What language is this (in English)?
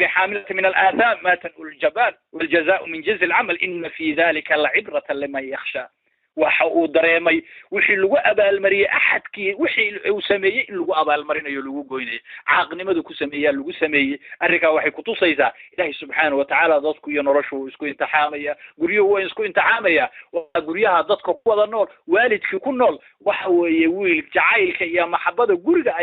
Somali